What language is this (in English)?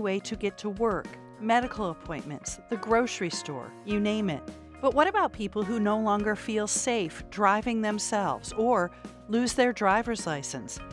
English